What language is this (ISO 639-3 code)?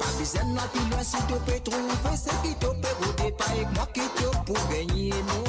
mfe